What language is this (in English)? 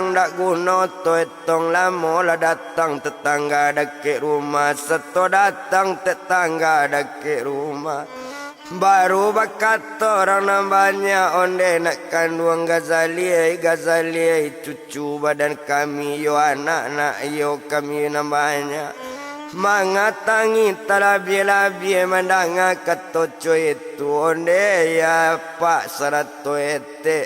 Minangkabau